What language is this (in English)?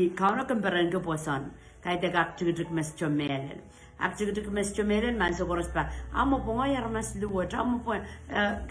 Pohnpeian